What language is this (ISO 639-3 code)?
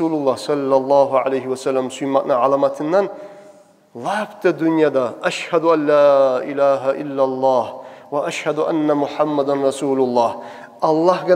kum